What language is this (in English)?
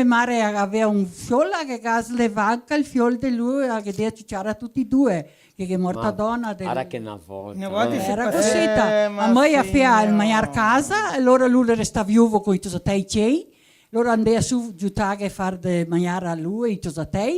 Venetian